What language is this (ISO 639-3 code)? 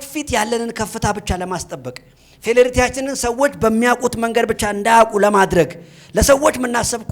amh